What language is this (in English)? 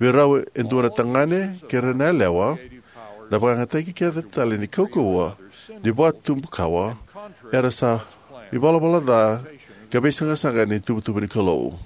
Fijian